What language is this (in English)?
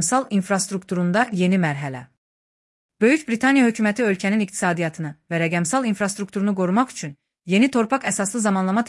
Azerbaijani